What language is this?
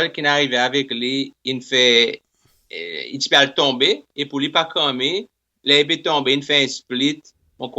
Seselwa Creole French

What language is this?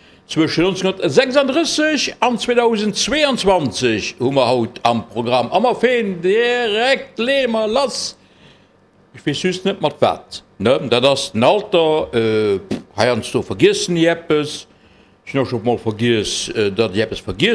Luxembourgish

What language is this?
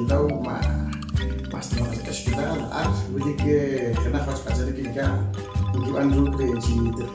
Poqomchi'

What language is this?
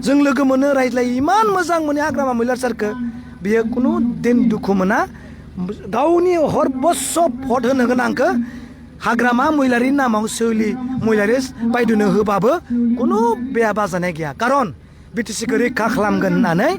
Bodo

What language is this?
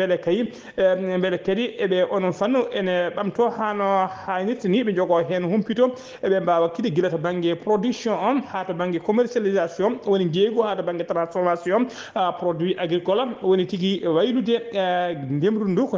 Fula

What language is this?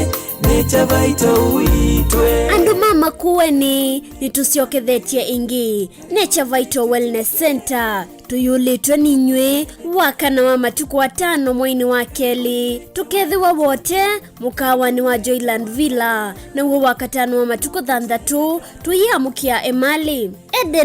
Kamba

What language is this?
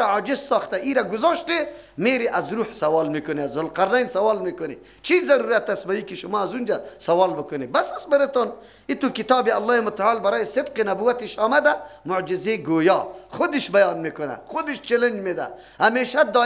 Persian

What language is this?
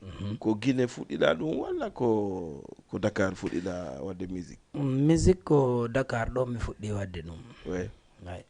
Fula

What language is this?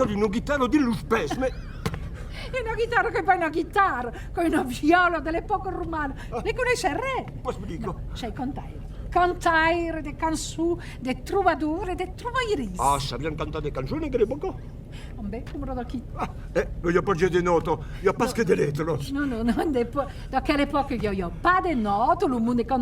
Occitan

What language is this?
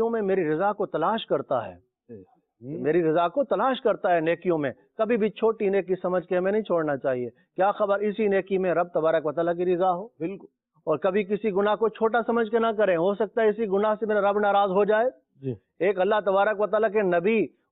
Urdu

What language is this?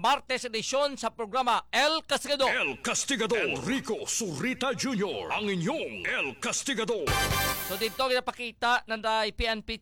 Hiligaynon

